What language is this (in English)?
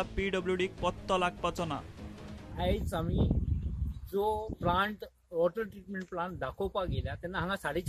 Konkani